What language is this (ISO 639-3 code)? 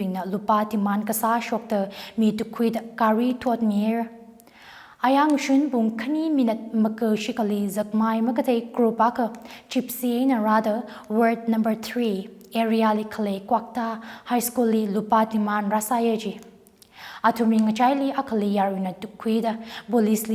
nmf